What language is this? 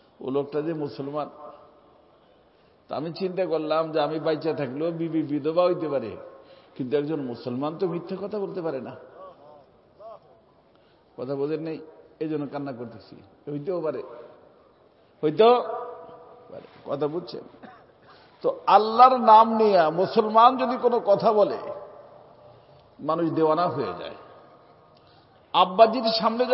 Bangla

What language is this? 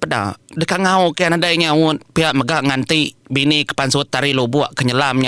Iban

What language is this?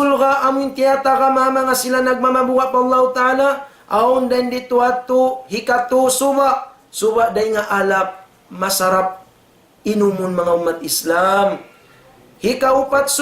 Tausug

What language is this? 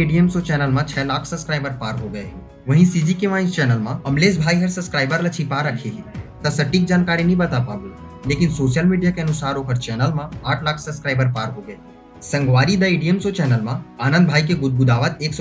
Chhattisgarhi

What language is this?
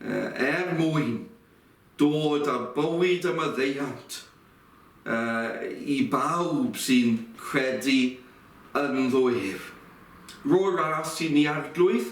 Welsh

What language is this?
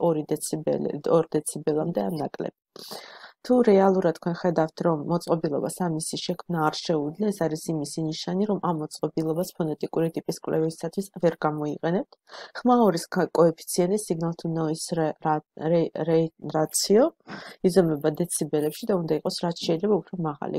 Georgian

